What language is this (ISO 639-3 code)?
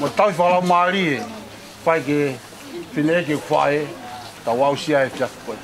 ton